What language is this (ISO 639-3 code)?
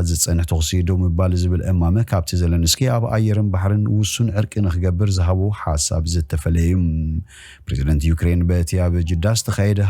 tir